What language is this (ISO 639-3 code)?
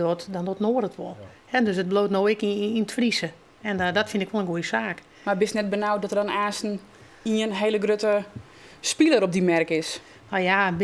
fry